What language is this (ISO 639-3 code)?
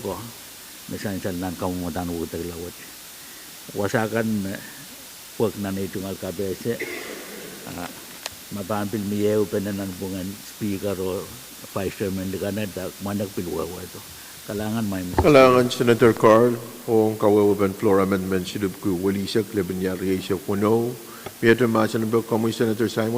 pon